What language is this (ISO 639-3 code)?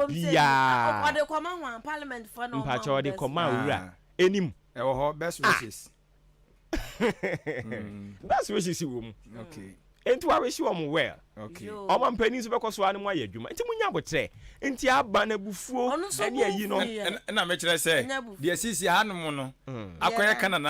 aka